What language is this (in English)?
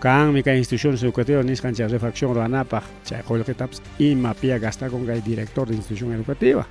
Ayacucho Quechua